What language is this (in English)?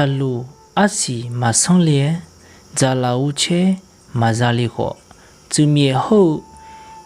Akha